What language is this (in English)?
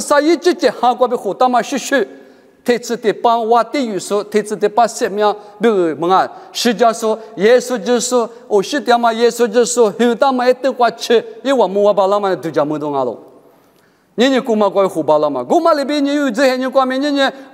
Lisu